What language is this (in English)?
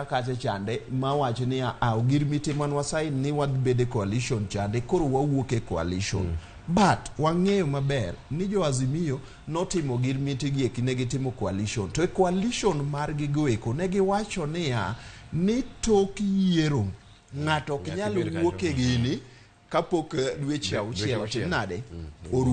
Luo (Kenya and Tanzania)